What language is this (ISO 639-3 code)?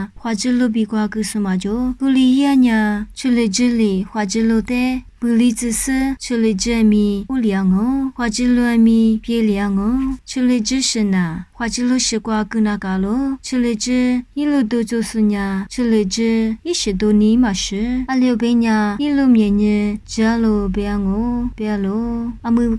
lis